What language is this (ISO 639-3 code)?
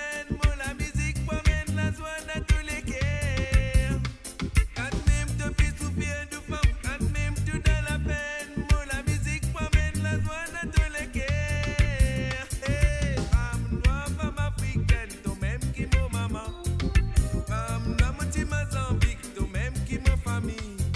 mfe